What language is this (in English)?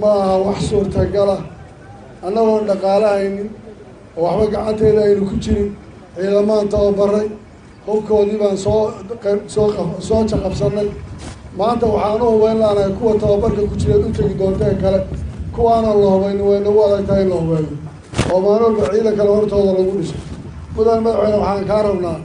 Somali